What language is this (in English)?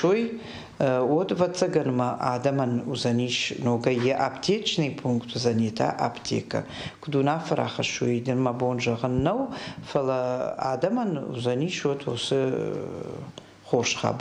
Ossetic